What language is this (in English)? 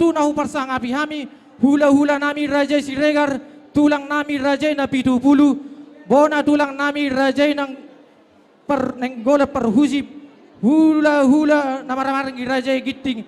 Batak Toba